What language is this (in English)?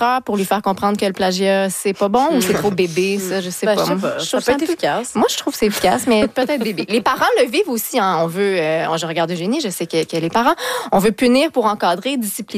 French